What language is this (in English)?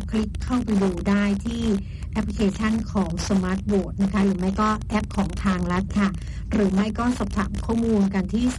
Thai